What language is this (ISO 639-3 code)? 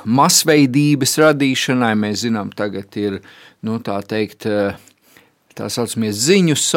lav